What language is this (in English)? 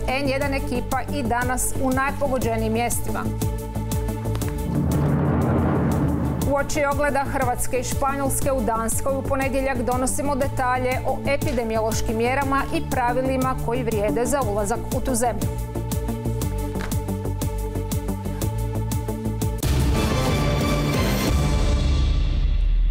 Croatian